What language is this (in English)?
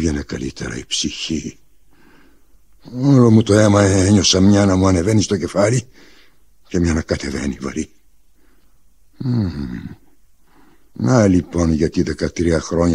Greek